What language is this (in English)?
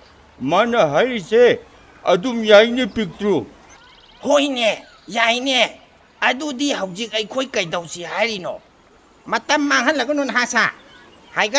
Manipuri